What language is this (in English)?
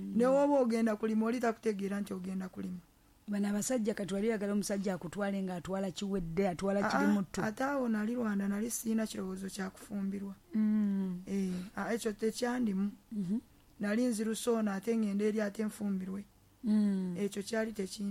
Ganda